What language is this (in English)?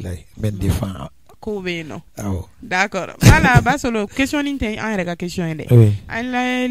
Bambara